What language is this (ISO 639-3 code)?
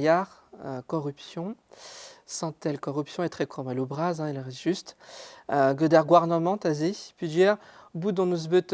bre